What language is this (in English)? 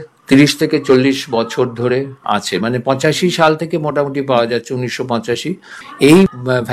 Bangla